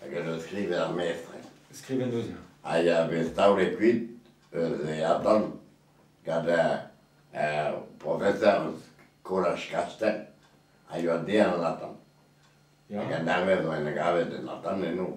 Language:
Breton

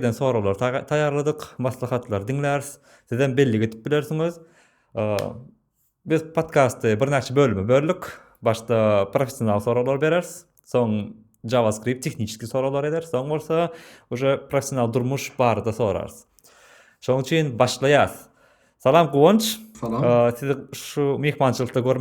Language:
Turkmen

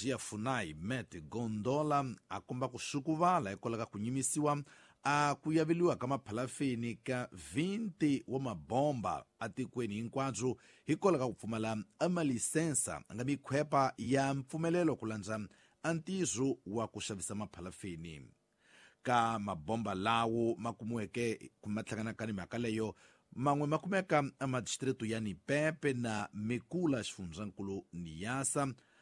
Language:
Tsonga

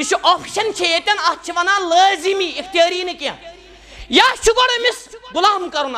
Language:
Kashmiri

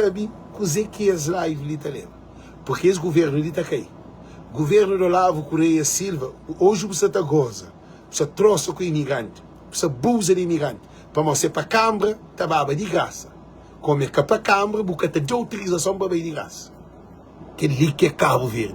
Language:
Kabuverdianu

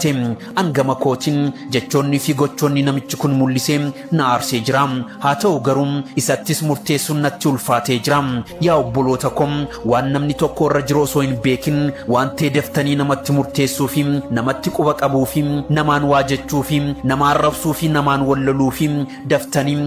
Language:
Oromo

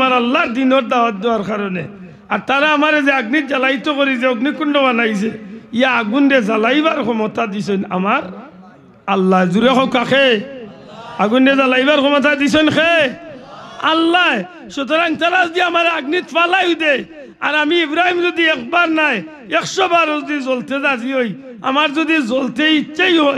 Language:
Sylheti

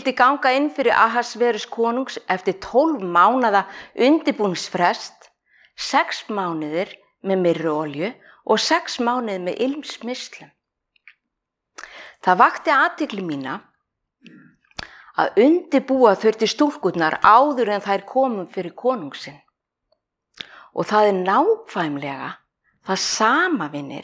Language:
Icelandic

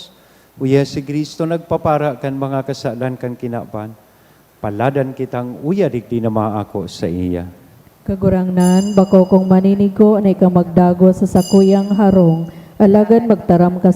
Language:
Bikol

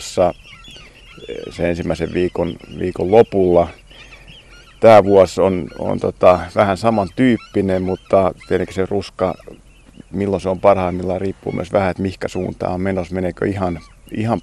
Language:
Finnish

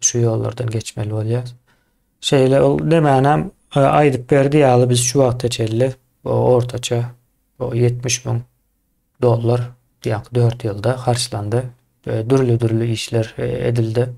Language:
Turkmen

